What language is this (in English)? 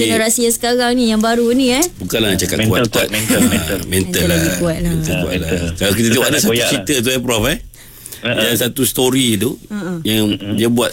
Malay